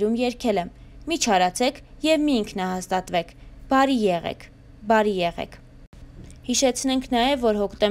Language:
Armenian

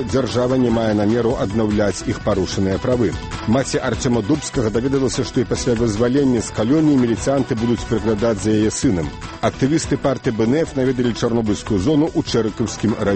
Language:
Belarusian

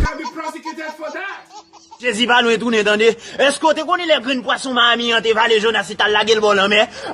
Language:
Haitian Creole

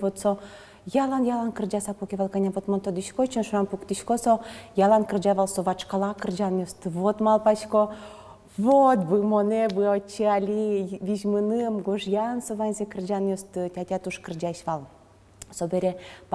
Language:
Udmurt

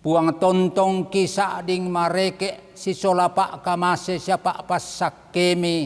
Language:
Toraja-Sa'dan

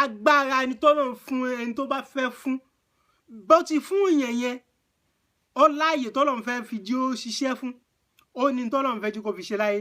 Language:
Yoruba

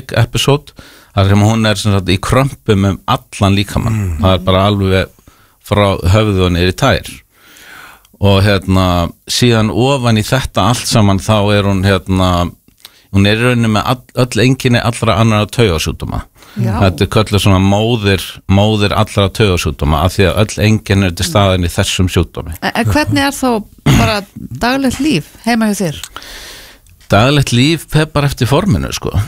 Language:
Icelandic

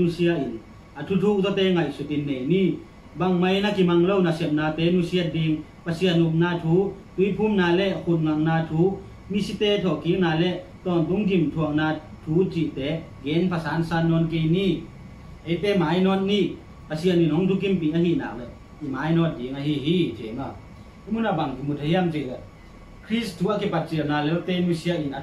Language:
Tedim Chin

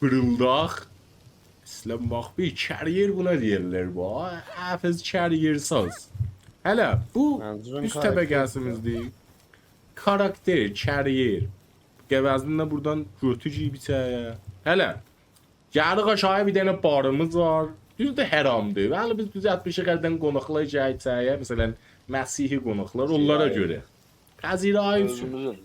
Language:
South Azerbaijani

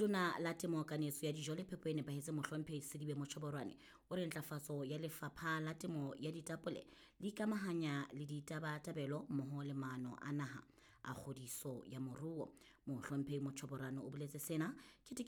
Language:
Southern Sotho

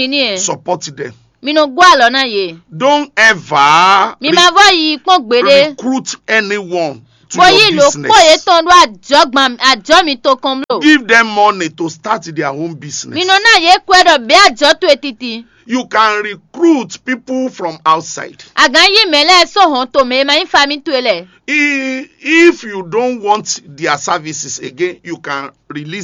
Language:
Fon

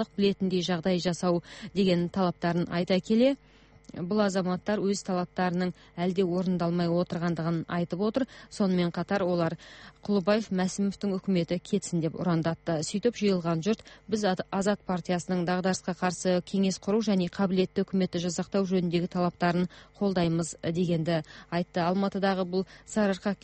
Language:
Kazakh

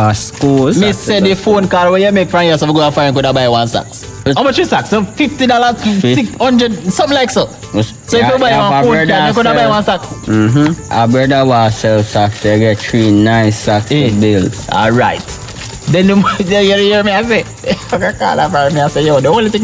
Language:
Jamaican Creole English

